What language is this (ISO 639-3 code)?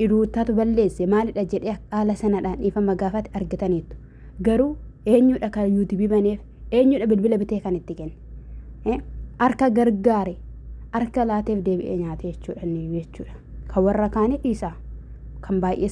orm